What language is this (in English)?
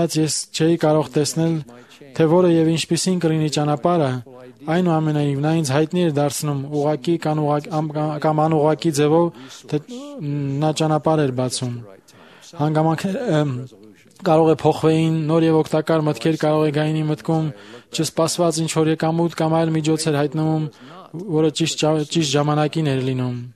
Armenian